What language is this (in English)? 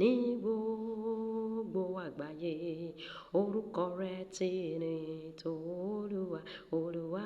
Yoruba